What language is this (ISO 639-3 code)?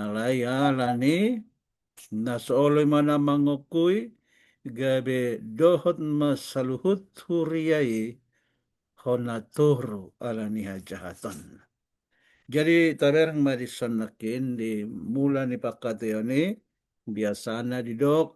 bbc